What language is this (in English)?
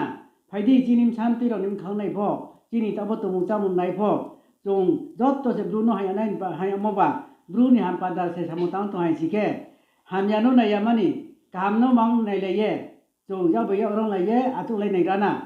Riang (India)